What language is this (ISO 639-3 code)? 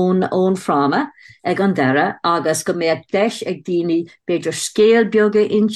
gle